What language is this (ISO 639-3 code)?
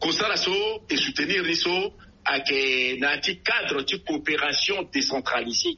sag